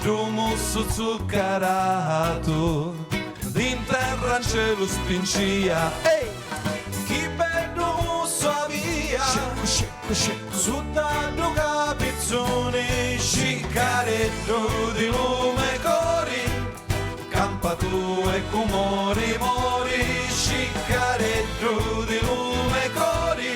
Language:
Sicilian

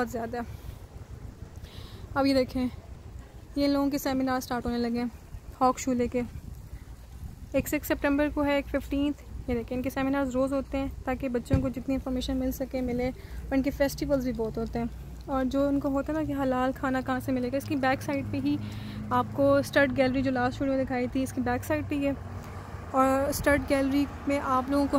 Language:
Hindi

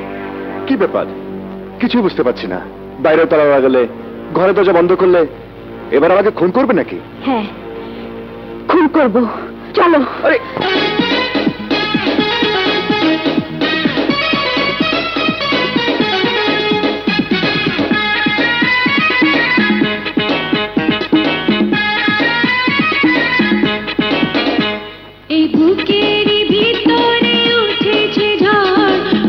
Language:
Bangla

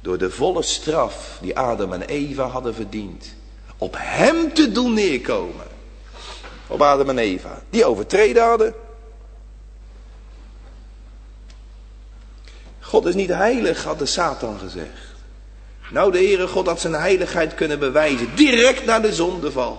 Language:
Dutch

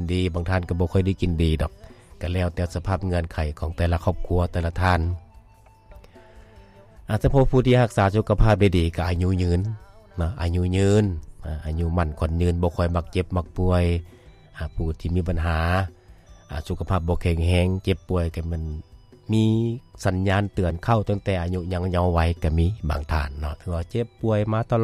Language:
Lao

